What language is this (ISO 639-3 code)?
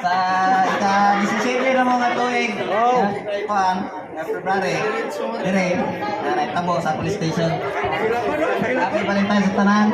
ceb